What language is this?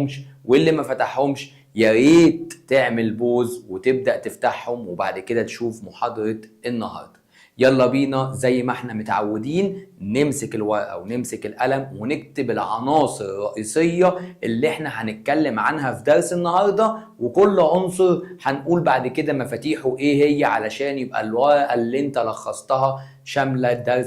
Egyptian Arabic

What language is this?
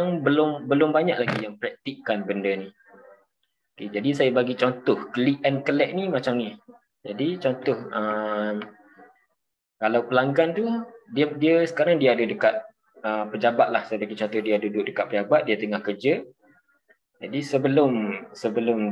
Malay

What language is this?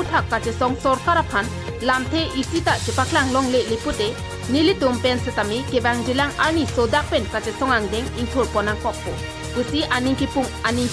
Karbi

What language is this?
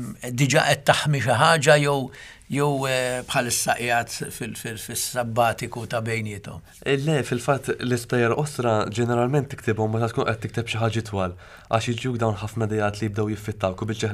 Maltese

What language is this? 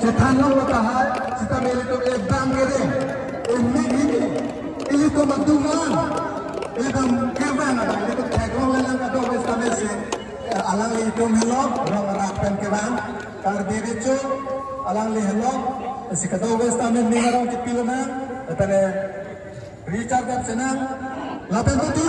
Karbi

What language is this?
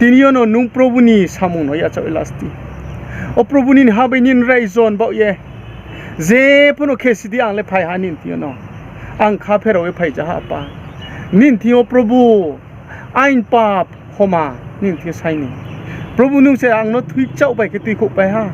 Riang (India)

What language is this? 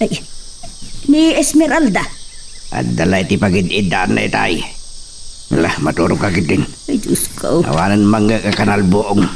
Iloko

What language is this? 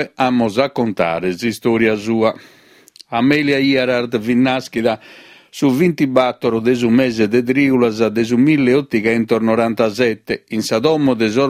Sardinian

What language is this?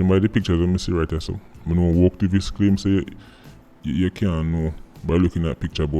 Jamaican Creole English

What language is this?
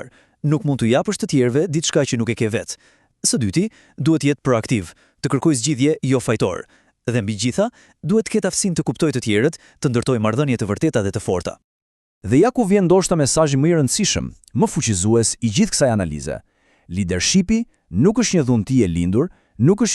Albanian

